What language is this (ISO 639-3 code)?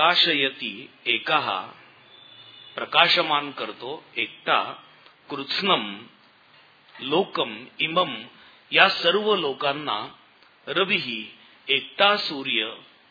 mar